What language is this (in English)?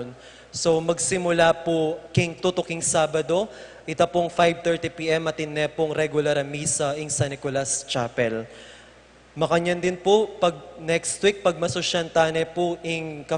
Pampanga